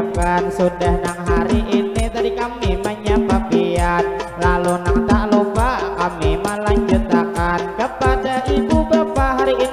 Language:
Banjar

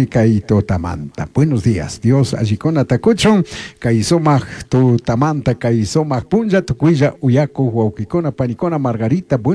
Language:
Chimborazo Highland Quichua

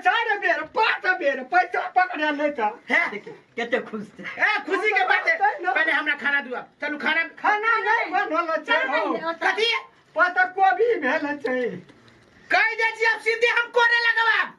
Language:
Maithili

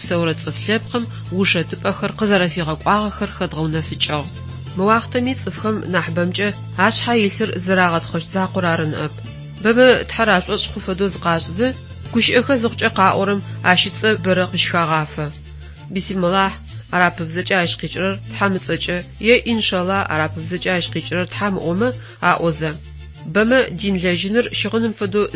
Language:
Adyghe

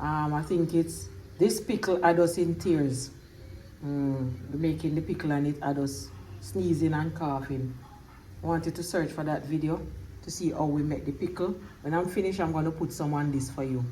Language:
Jamaican Creole English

